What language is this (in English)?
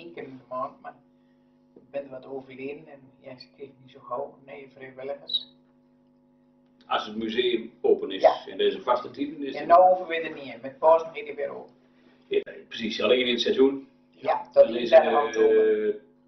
Dutch